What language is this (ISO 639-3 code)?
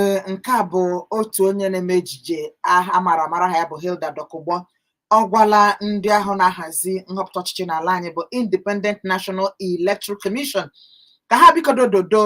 ibo